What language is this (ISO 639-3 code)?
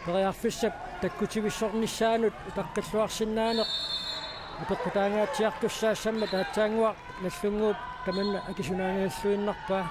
kal